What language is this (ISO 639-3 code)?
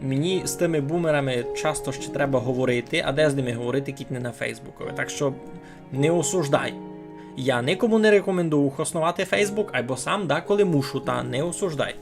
rue